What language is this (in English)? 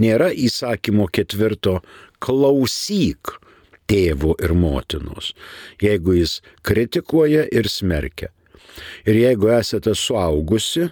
Lithuanian